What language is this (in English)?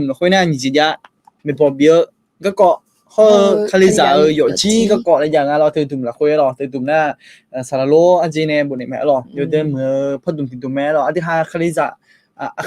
Akha